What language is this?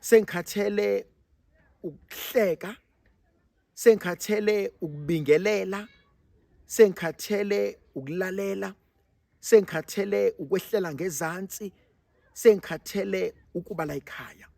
Zulu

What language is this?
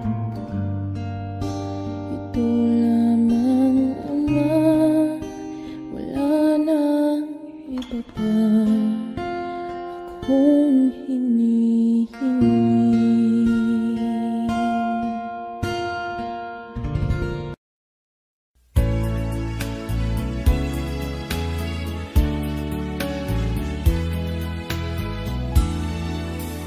Filipino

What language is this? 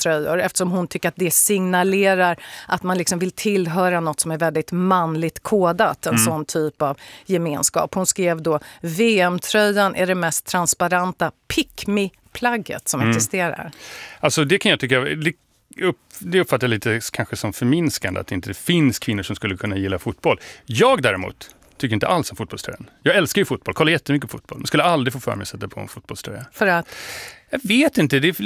Swedish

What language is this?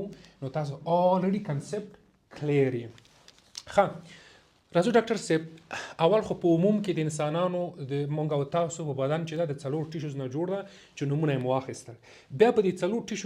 Pashto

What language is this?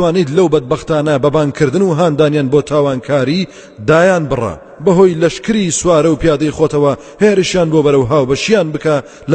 Central Kurdish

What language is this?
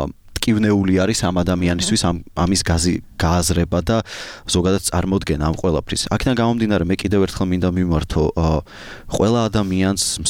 Georgian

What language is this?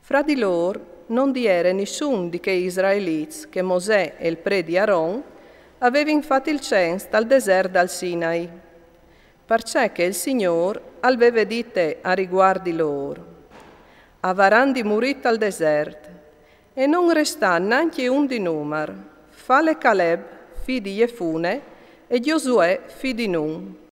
Friulian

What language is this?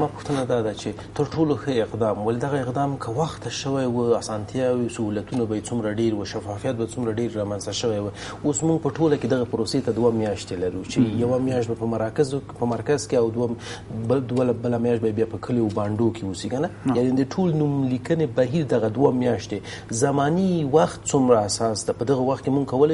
Pashto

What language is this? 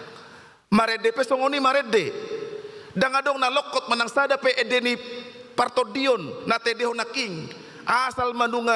Batak Toba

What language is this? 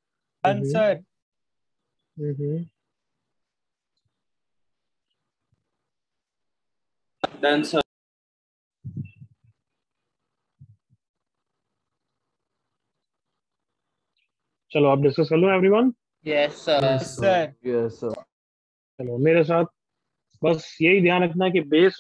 Hindi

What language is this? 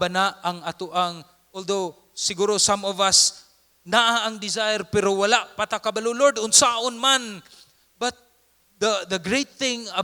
Cebuano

